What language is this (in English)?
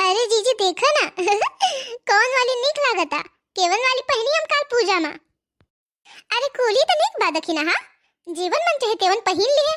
Bhojpuri